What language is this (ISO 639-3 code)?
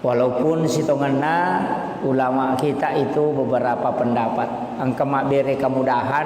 bug